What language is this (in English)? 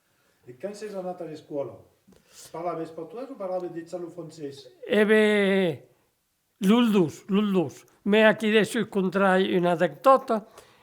Occitan